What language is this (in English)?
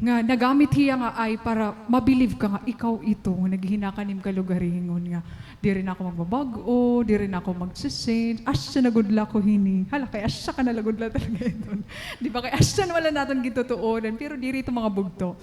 Waray